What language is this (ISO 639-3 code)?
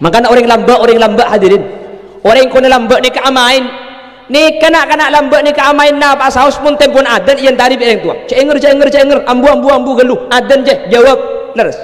mad